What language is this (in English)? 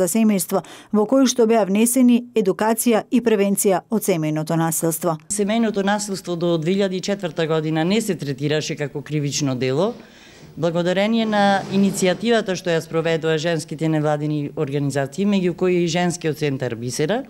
Macedonian